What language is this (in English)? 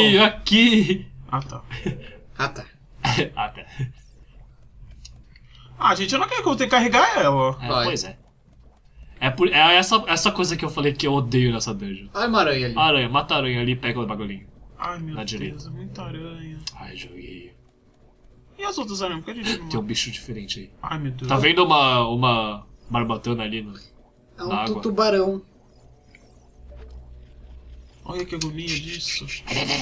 Portuguese